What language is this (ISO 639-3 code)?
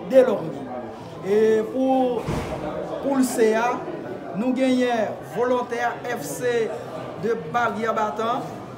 hat